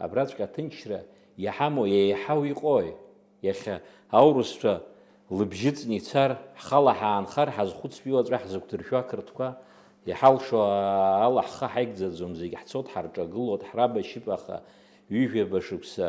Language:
Abkhazian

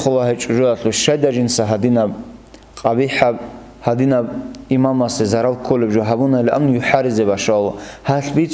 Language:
Avaric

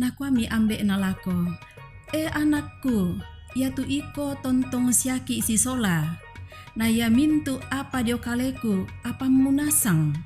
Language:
Toraja-Sa'dan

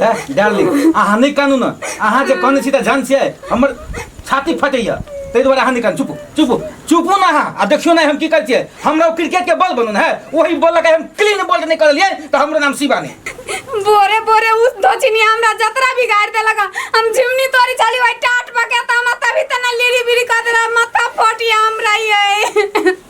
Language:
Maithili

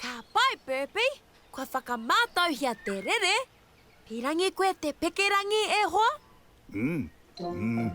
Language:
Māori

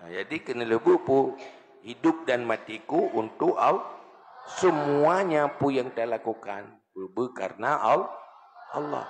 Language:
Achinese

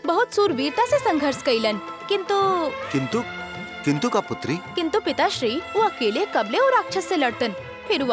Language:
Bhojpuri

